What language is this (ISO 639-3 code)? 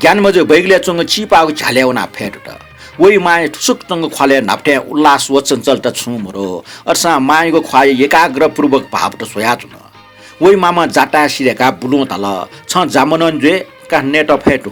new